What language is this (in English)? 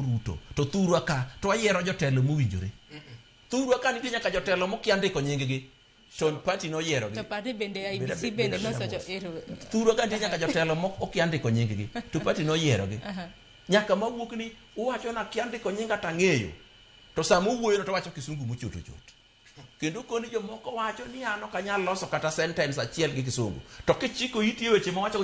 Luo (Kenya and Tanzania)